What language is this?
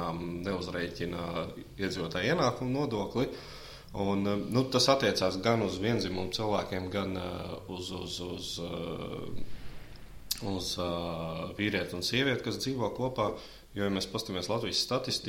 Latvian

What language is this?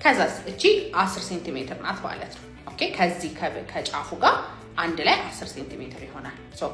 Amharic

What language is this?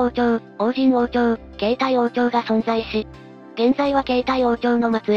Japanese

